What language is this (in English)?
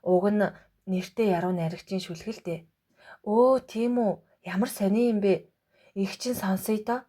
Mongolian